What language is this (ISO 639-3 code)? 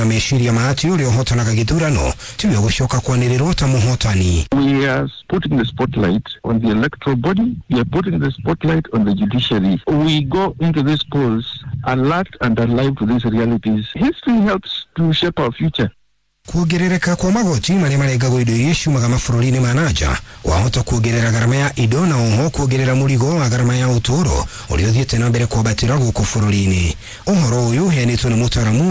kik